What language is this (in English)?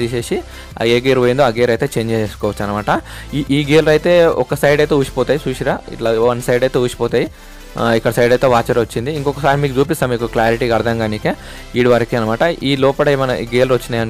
Telugu